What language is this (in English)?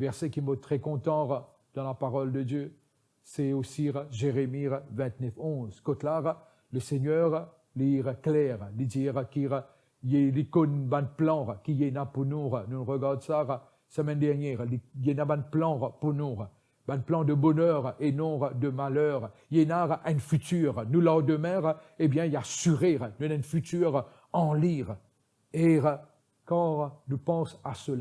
Morisyen